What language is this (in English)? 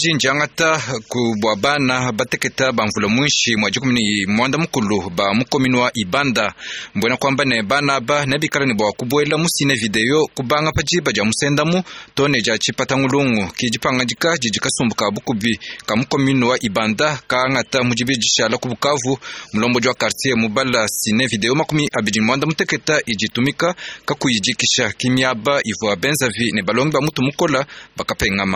Luba-Lulua